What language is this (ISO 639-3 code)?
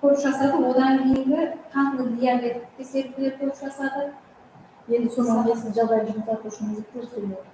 kaa